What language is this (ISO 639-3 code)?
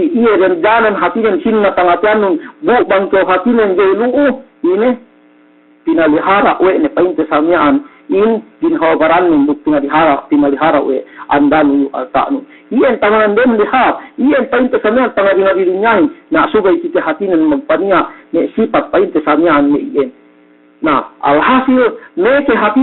yka